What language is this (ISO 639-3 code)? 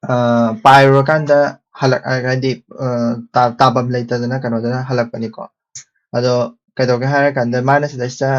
mni